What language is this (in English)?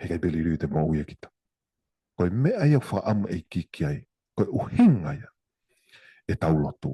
Tongan